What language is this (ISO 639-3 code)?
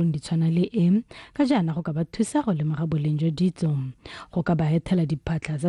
tsn